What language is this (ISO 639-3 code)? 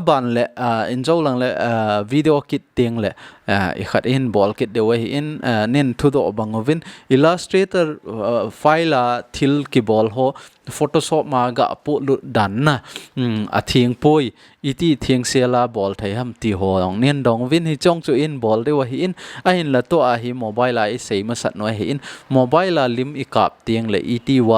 tcz